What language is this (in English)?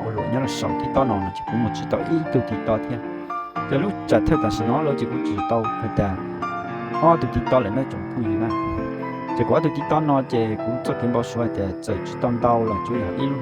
Hmong